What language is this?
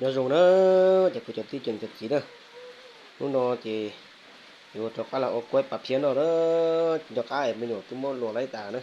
Hmong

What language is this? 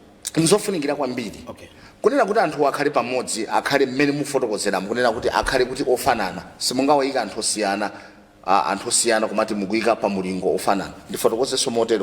Nyanja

